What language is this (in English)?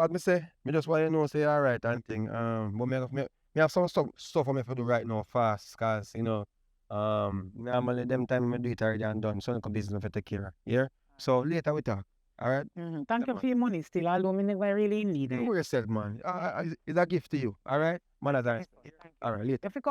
Jamaican Creole English